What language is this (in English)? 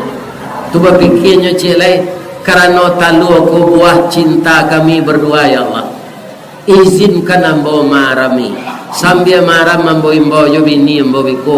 Minangkabau